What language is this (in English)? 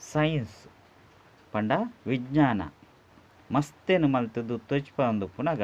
Tulu